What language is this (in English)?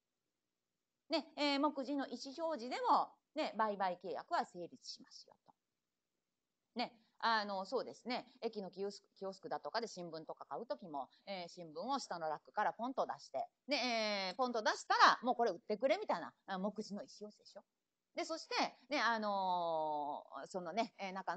Japanese